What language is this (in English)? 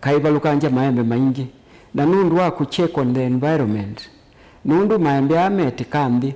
Kamba